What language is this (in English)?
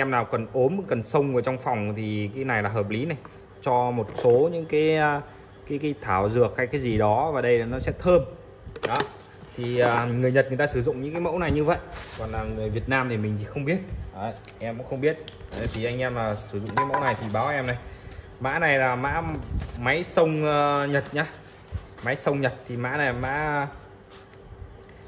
Vietnamese